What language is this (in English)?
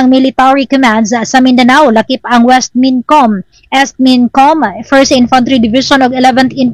Cebuano